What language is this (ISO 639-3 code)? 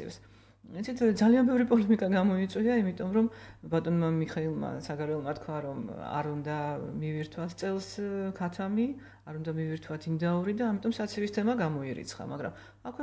kat